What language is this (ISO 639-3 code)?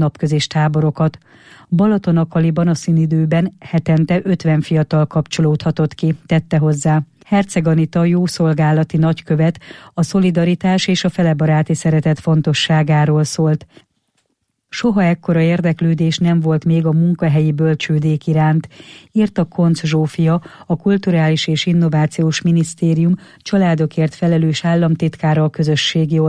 hun